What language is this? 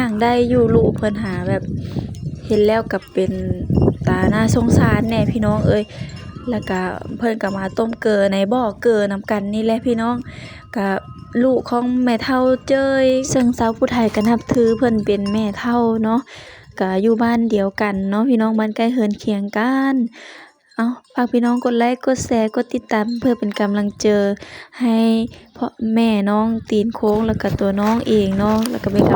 Lao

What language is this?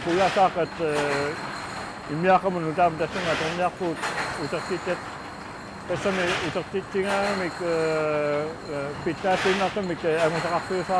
Kalaallisut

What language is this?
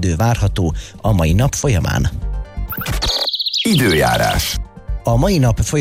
Hungarian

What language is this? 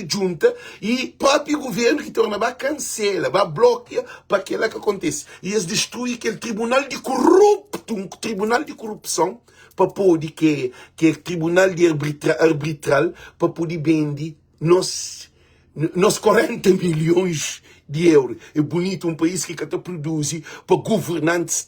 Kabuverdianu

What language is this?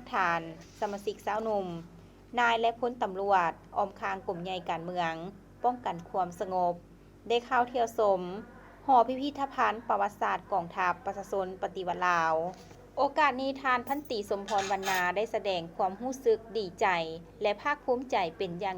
Lao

